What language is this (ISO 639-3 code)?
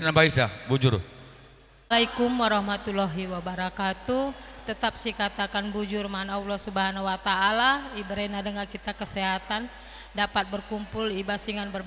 btx